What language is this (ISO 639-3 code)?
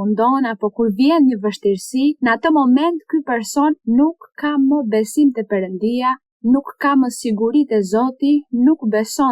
sqi